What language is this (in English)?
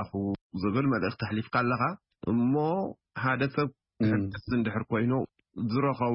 Tigrinya